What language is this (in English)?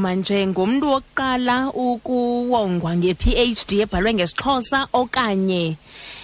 Xhosa